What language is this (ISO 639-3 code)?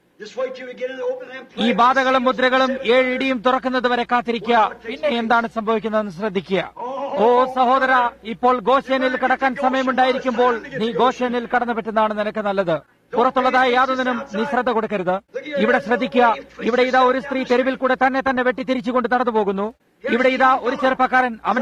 mal